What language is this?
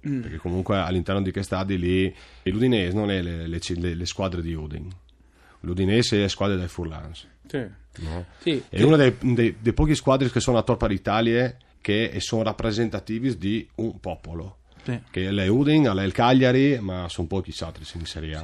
Friulian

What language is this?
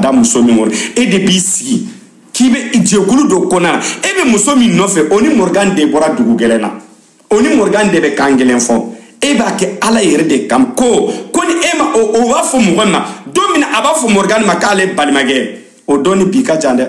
Bambara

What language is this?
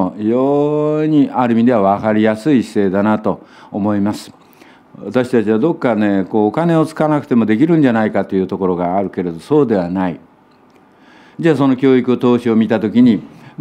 Japanese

